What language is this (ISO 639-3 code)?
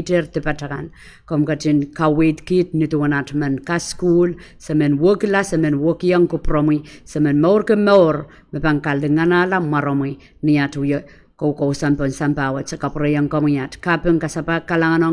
pon